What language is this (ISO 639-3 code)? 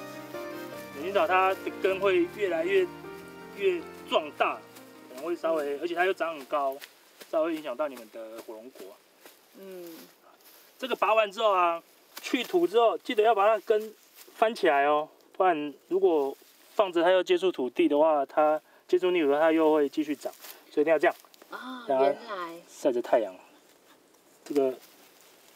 zho